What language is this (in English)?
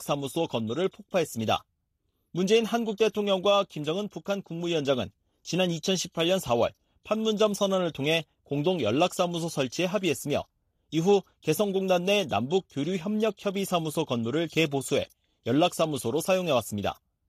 Korean